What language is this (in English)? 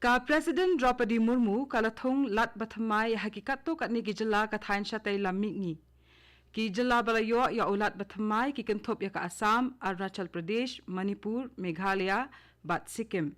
Khasi